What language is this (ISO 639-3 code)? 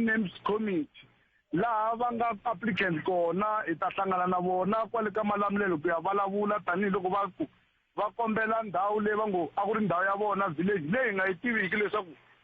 tso